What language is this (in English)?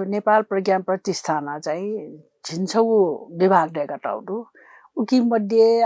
Newari